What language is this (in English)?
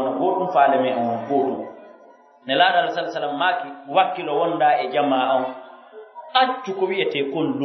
Pular